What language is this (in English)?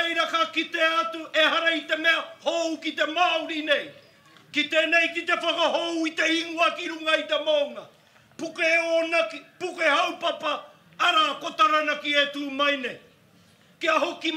Māori